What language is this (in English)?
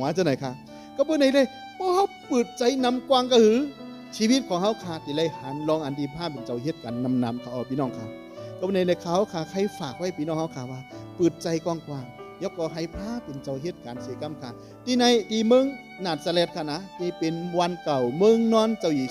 Shan